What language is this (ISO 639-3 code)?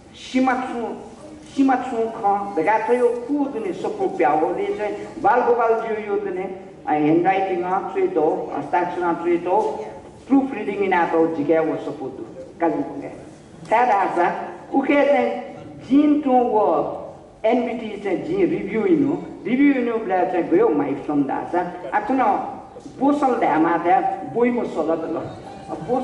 new